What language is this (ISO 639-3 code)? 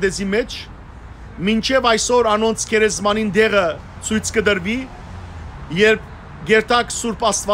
hyw